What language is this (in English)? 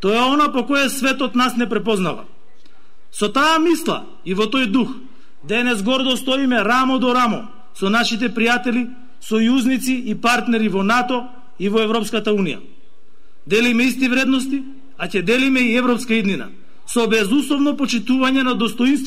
Macedonian